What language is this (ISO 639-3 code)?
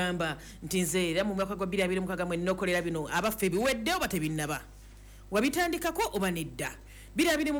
lug